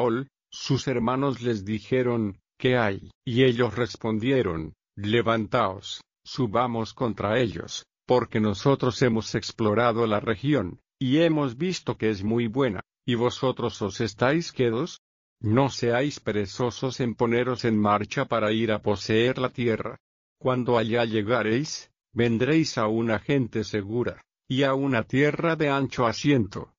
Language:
Spanish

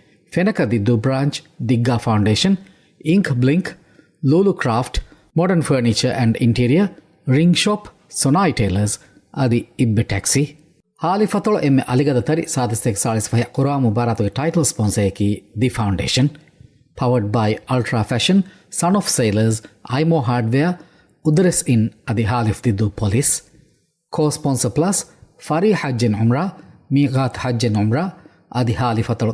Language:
Divehi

